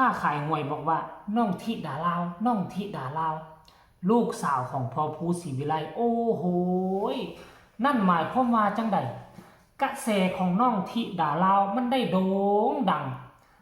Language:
Northeastern Thai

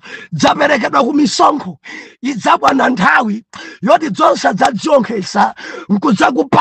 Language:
Nyanja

